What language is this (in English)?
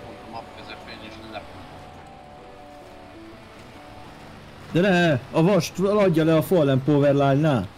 Hungarian